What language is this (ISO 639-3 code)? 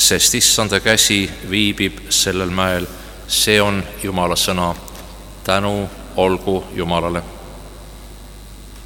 est